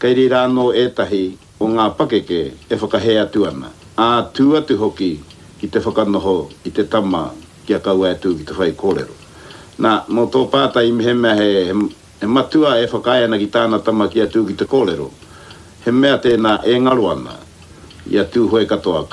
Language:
Māori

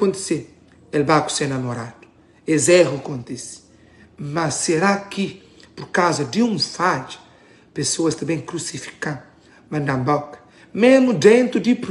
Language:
Kabuverdianu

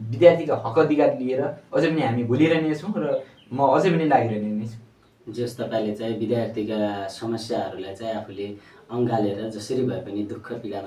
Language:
Nepali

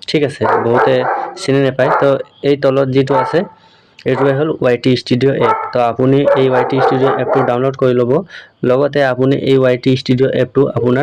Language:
Assamese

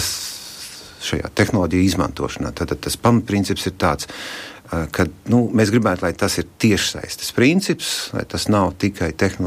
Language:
Latvian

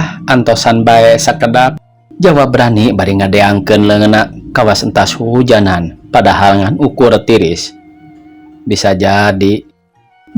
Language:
Sundanese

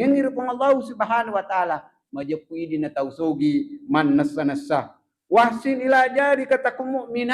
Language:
Buginese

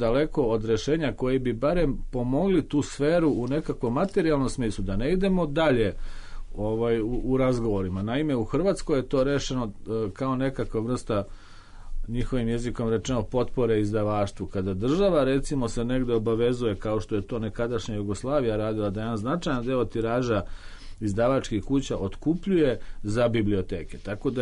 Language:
Serbian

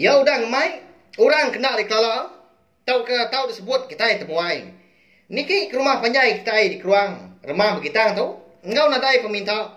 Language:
Iban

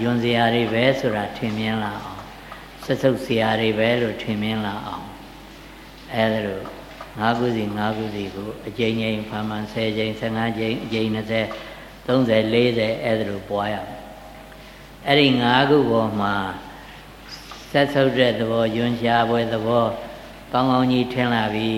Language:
Burmese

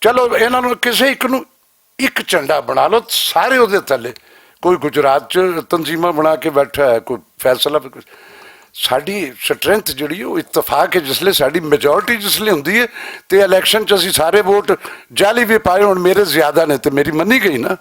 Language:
Western Panjabi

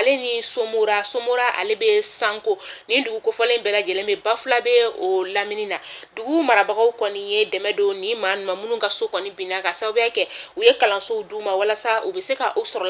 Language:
Bambara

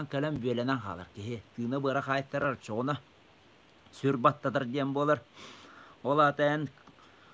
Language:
Yakut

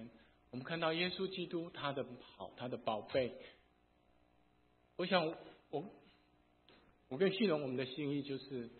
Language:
Chinese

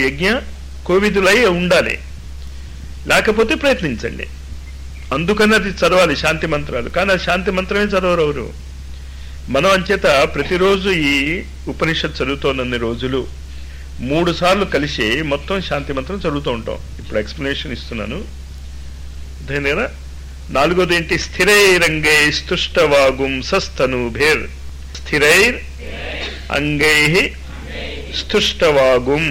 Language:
Telugu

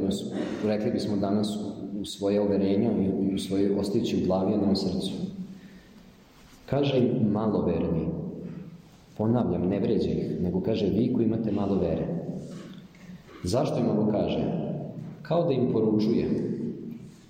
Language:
Serbian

